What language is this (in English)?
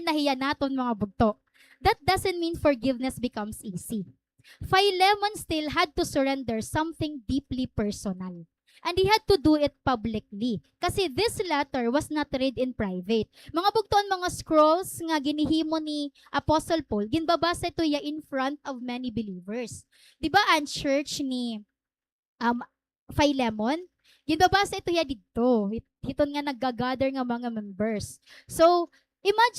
Waray